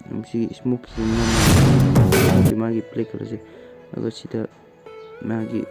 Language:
Manipuri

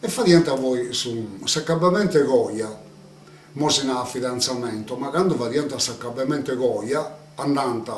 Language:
Sardinian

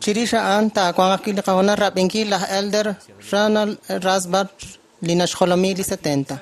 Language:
Kekchí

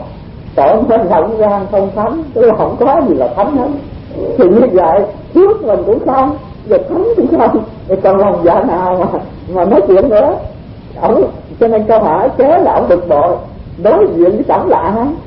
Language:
Vietnamese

